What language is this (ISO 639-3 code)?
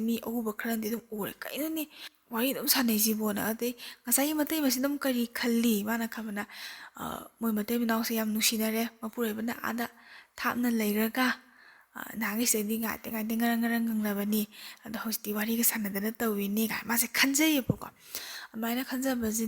mni